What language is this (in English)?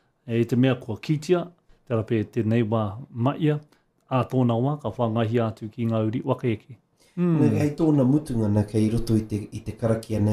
Māori